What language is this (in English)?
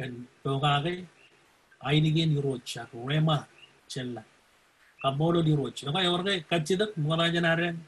Marshallese